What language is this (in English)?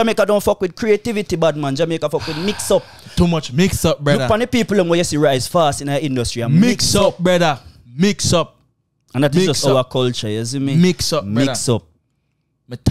Jamaican Creole English